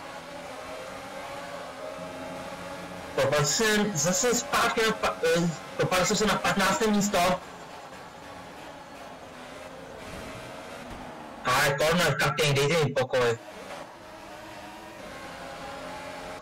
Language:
Czech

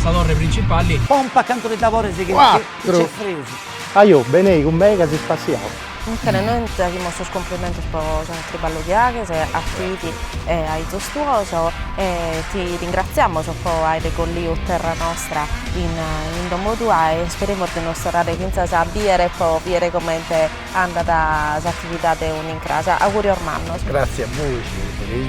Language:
Sardinian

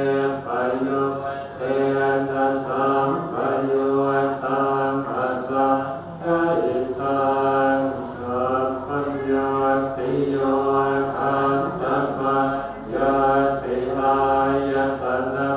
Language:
Pali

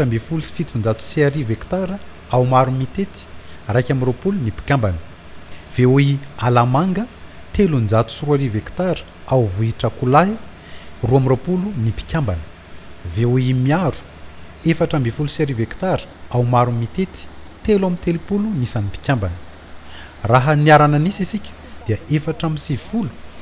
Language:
Malagasy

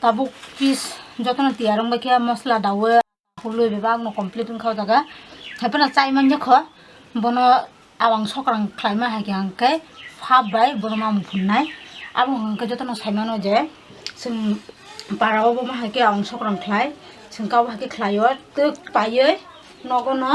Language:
Kok Borok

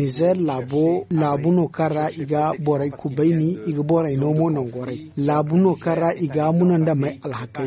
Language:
Zarma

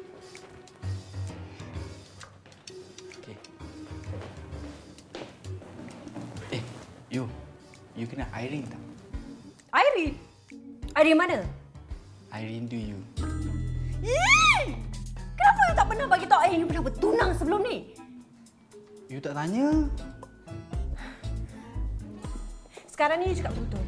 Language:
Malay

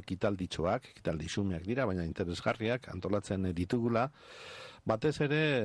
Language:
Basque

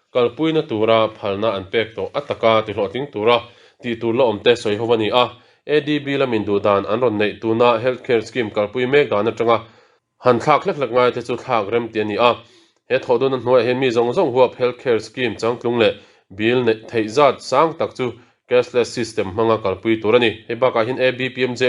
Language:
Mizo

